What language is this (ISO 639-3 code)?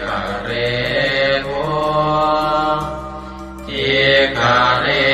pli